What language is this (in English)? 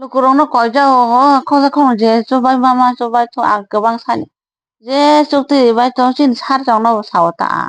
Kok Borok